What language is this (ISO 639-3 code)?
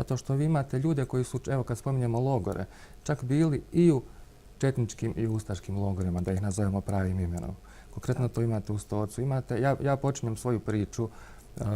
bos